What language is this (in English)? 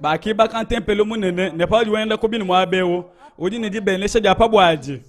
Luba-Lulua